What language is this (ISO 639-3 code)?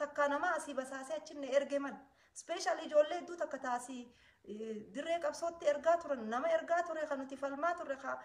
orm